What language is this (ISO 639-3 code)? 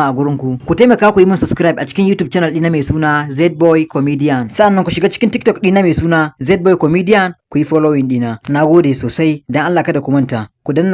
hau